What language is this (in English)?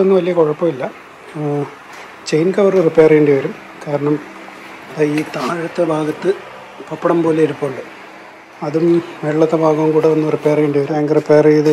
Malayalam